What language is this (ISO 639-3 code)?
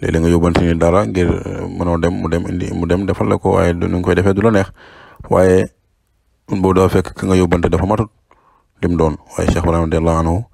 wol